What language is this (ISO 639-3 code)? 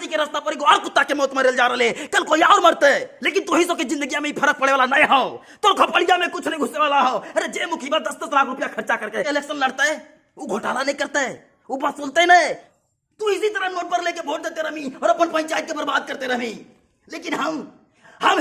mag